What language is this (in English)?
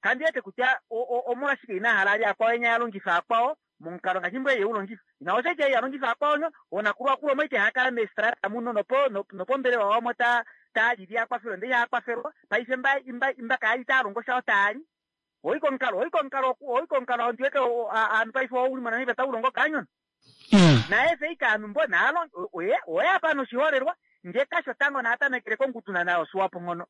Kuanyama